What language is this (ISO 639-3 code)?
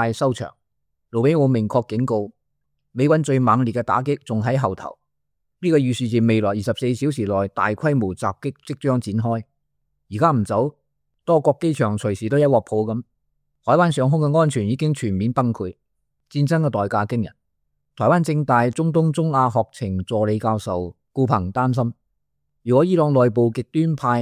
yue